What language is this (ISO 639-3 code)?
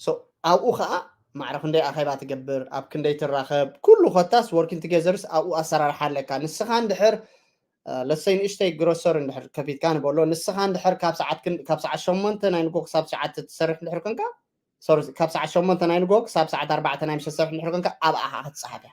tir